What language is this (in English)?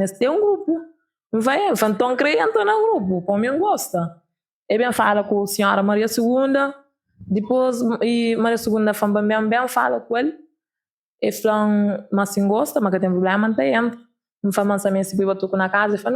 Kabuverdianu